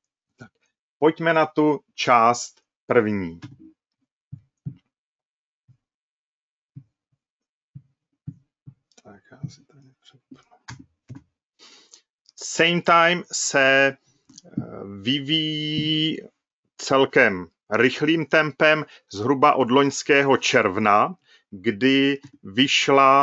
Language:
Czech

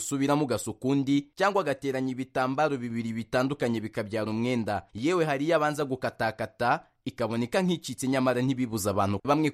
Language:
Kinyarwanda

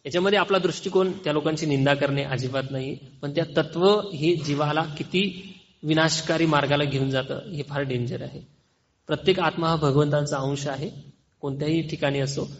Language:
Marathi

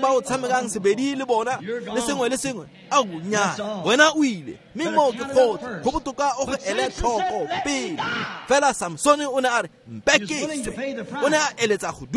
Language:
Tswana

